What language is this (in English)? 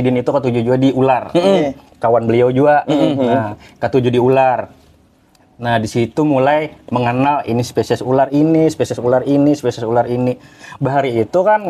Banjar